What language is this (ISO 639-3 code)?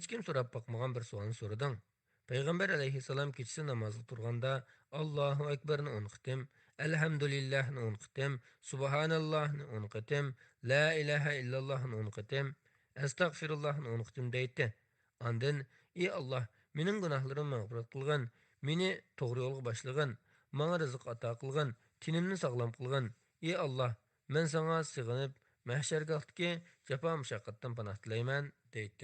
uig